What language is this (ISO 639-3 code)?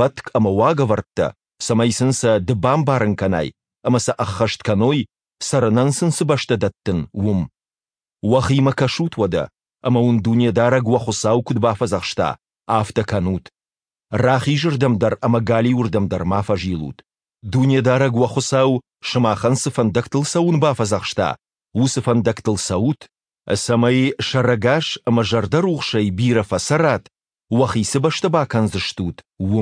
oss